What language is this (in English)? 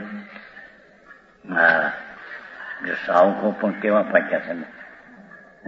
Gujarati